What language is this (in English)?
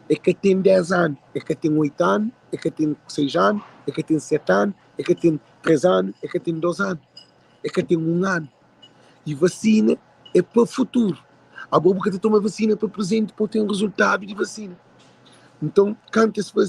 Kabuverdianu